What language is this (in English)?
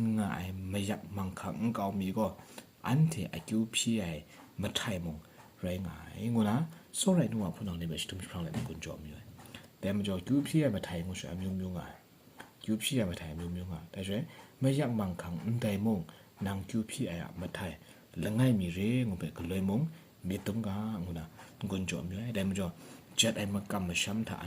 Kachin